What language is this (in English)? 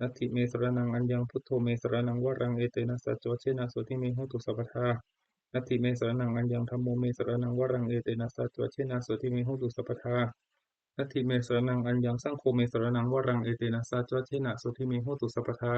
Pali